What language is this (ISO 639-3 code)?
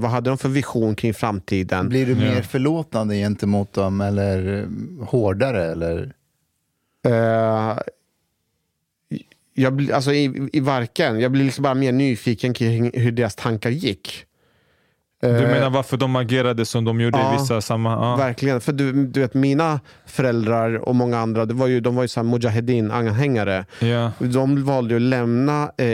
swe